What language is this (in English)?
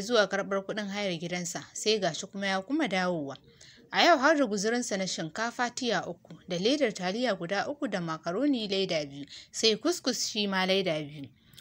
Hausa